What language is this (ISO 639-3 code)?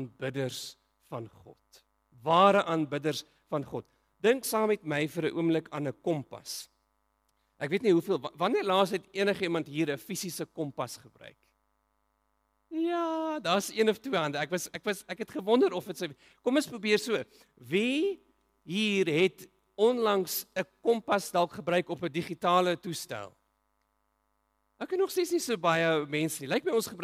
afr